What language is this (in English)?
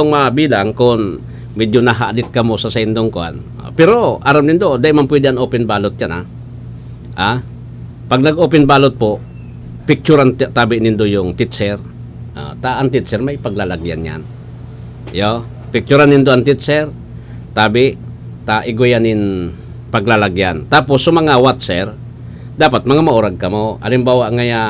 Bikol